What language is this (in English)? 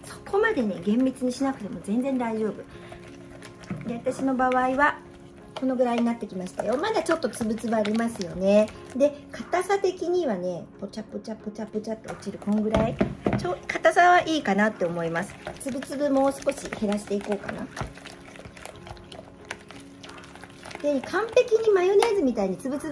Japanese